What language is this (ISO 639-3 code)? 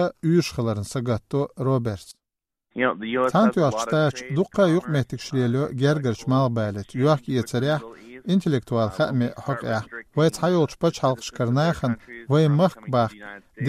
che